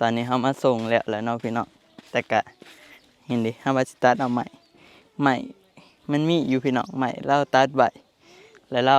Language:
Northeastern Thai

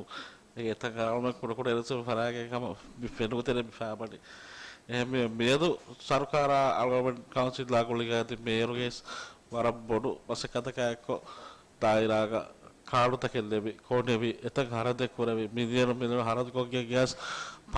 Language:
Divehi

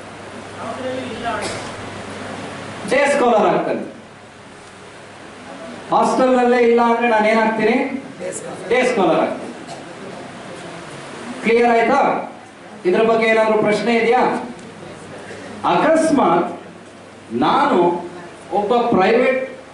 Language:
Kannada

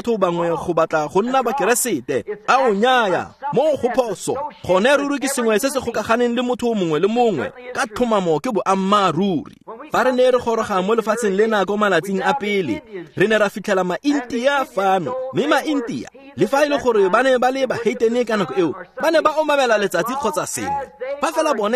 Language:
Tswana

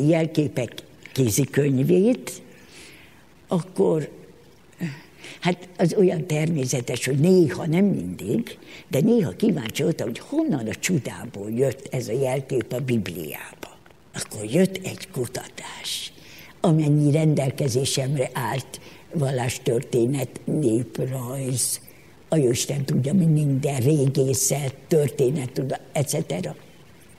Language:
Hungarian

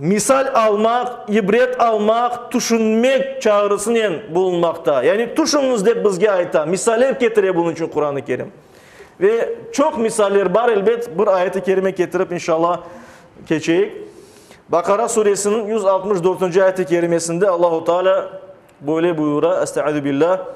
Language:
Crimean Tatar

